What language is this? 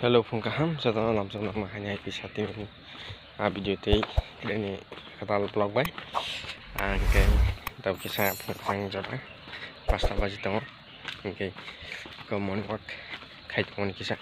Kok Borok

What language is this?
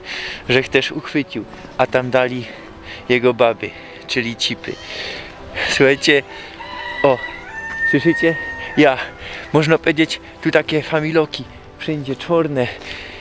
Silesian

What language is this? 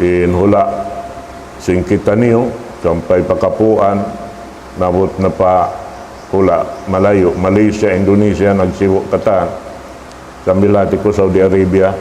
Tausug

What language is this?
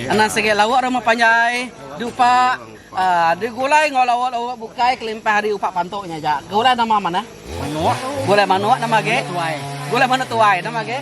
Iban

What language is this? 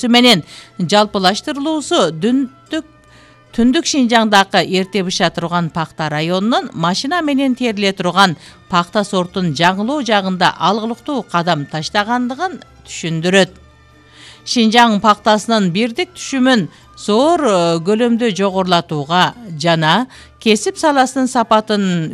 Kyrgyz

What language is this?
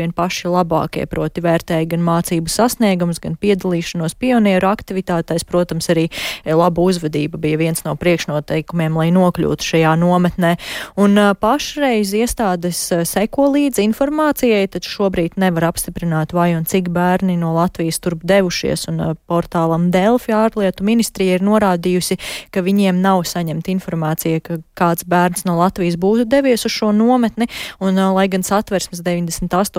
Latvian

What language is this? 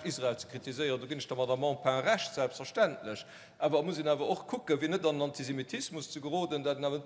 Luxembourgish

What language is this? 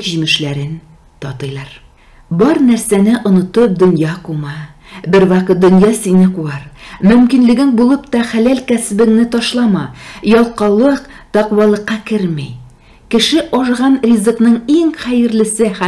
Tatar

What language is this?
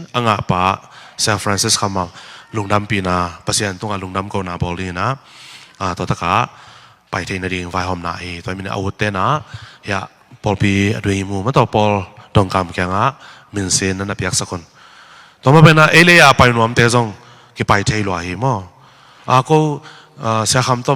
Tedim Chin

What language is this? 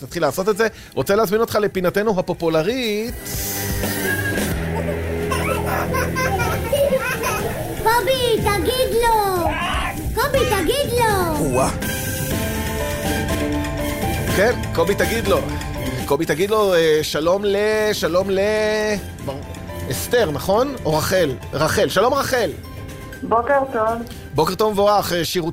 Hebrew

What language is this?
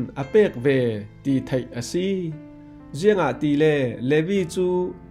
Falam Chin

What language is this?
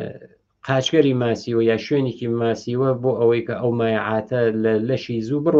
Central Kurdish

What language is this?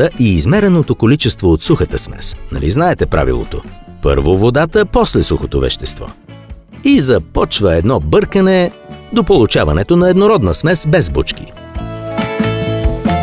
Bulgarian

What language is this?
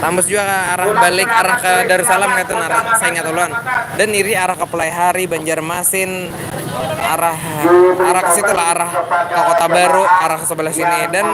Banjar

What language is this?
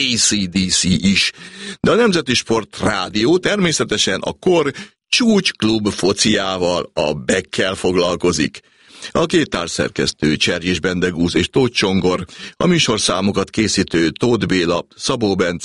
Hungarian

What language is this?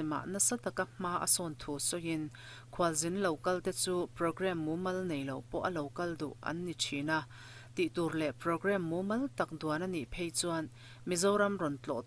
Mizo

